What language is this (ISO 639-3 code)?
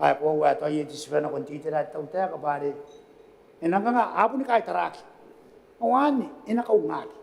gil